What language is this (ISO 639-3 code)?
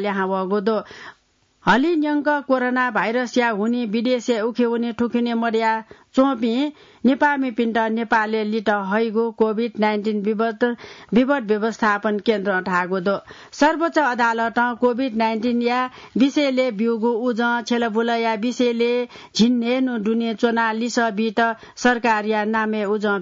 new